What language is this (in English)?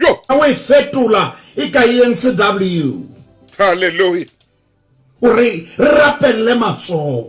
Southern Sotho